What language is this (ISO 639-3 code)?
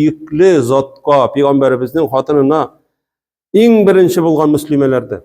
tat